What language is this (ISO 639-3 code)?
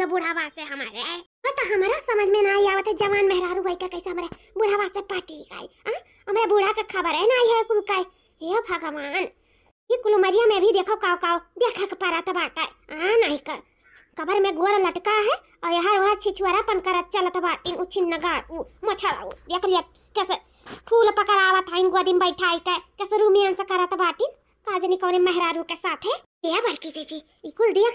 awa